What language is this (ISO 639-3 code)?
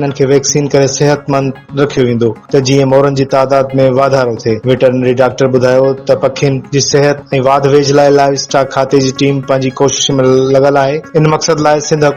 snd